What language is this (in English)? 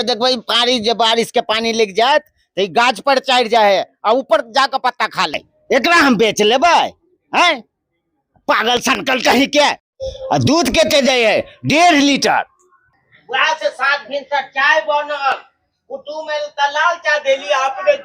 Maithili